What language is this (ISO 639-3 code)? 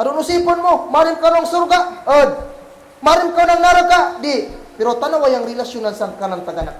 kll